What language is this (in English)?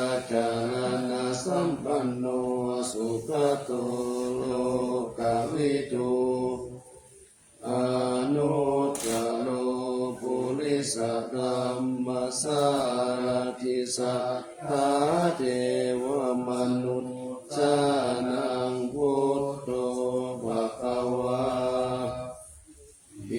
Pali